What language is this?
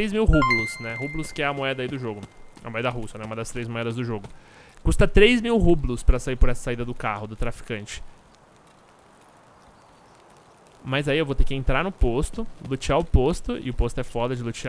Portuguese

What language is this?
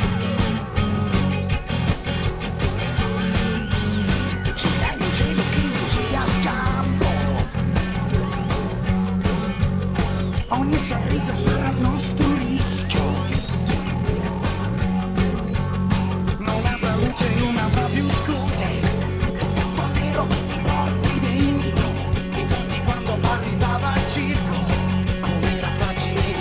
Italian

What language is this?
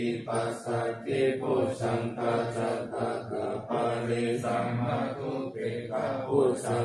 Pali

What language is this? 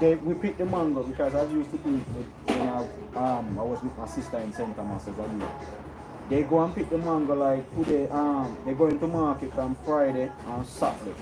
Jamaican Creole English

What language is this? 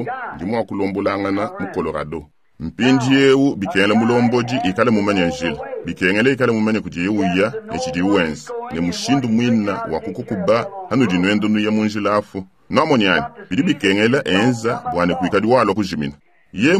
Luba-Lulua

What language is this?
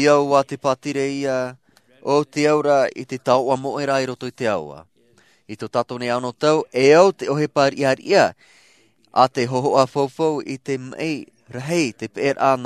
Tahitian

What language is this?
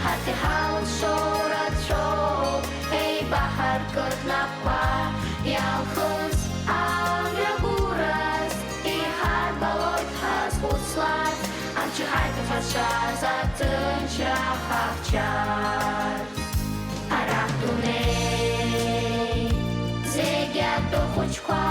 Abkhazian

